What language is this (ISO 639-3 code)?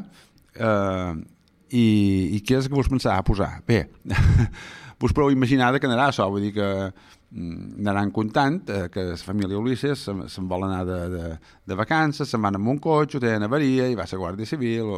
cat